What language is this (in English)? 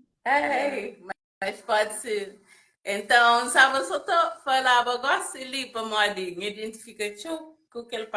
Kabuverdianu